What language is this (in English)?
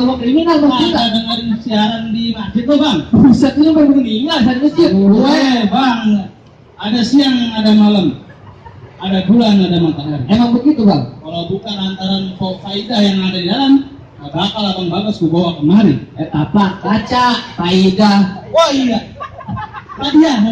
Betawi